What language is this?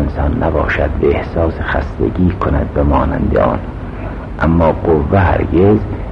Persian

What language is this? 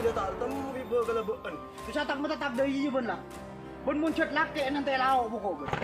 Madurese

